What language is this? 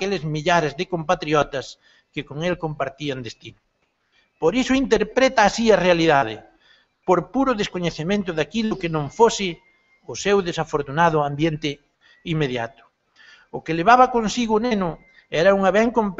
Galician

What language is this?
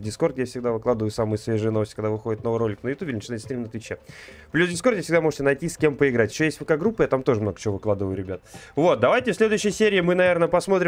Russian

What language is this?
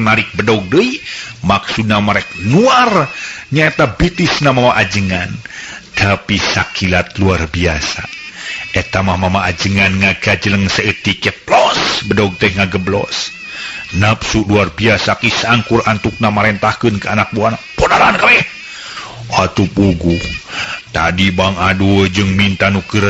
Sundanese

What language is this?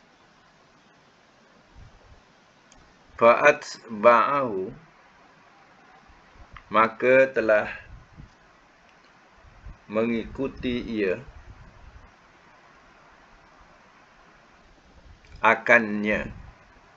Malay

